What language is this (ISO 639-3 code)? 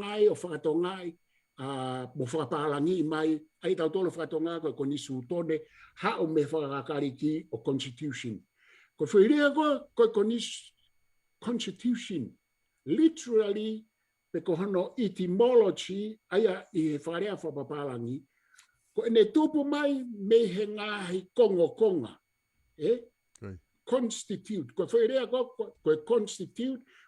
ton